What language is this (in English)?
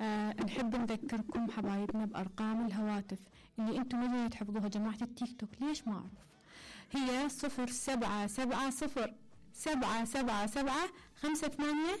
Mesopotamian Arabic